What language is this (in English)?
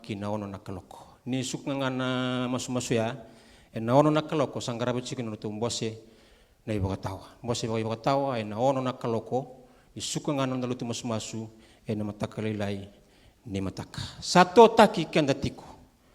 Fijian